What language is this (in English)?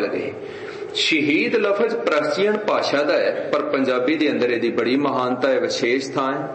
Punjabi